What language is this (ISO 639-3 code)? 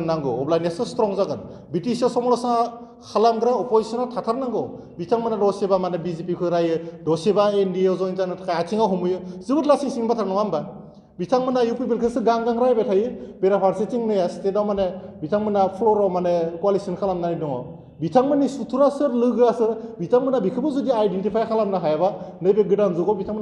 brx